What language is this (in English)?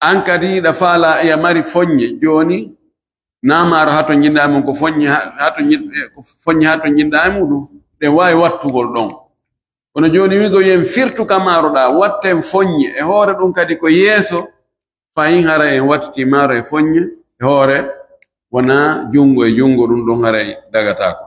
Fula